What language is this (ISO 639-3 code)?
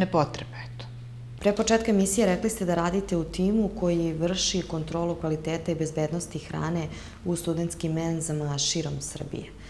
srp